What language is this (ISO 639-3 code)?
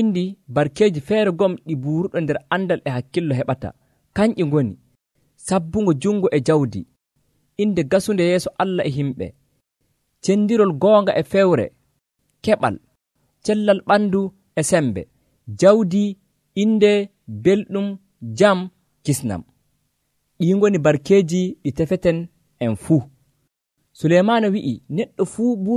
fuv